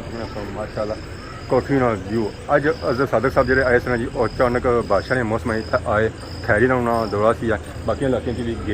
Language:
Pahari-Potwari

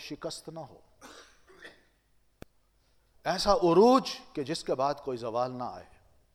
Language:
Urdu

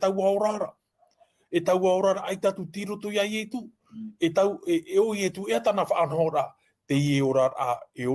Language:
Tahitian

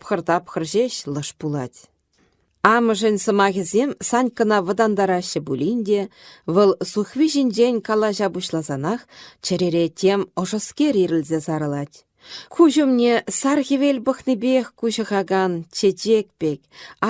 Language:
Chuvash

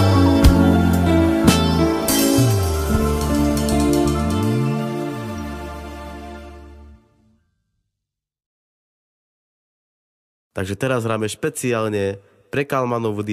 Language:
Slovak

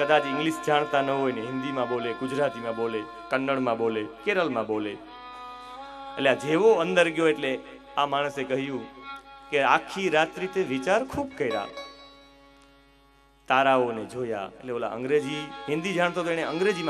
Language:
Gujarati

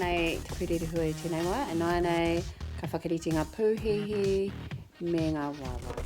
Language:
Māori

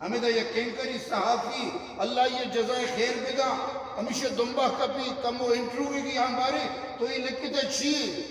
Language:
Eastern Balochi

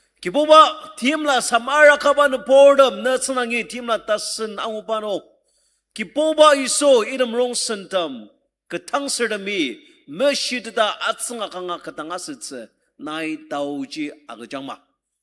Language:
Ao Naga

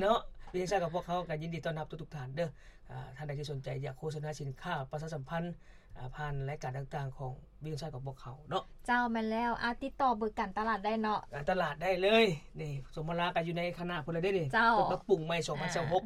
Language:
Lao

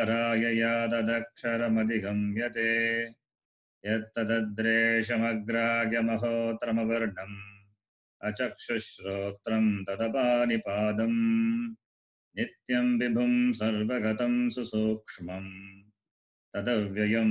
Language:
Sanskrit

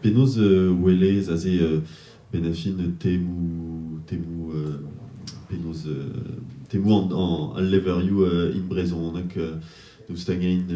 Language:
Breton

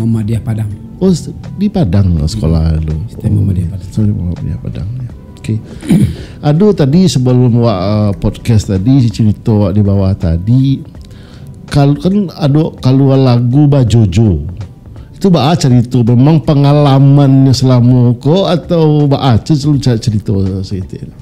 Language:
Minangkabau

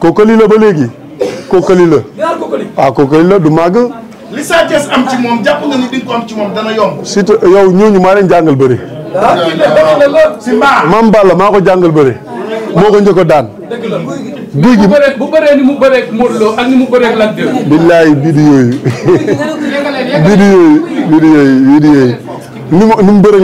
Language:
Wolof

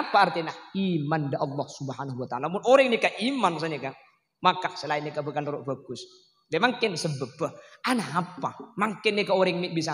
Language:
Madurese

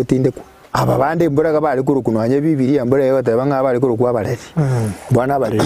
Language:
Gusii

